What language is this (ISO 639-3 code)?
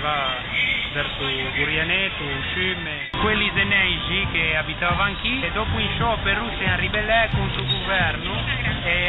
lij